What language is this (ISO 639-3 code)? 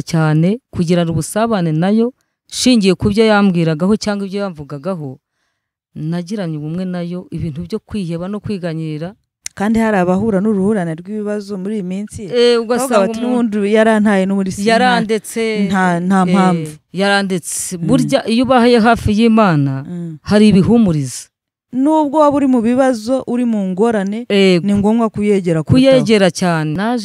kin